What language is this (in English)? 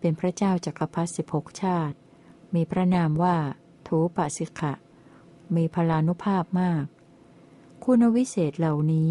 Thai